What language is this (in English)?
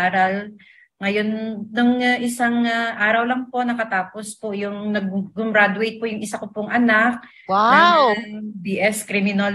Filipino